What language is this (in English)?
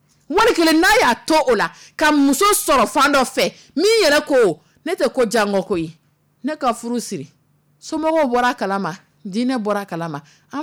Dyula